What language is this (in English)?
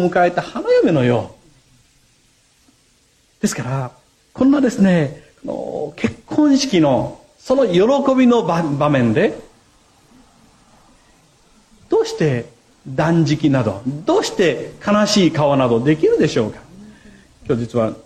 Japanese